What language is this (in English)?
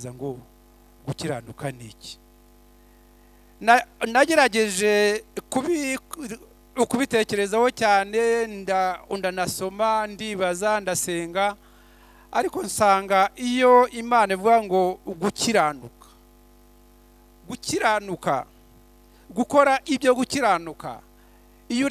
Kinyarwanda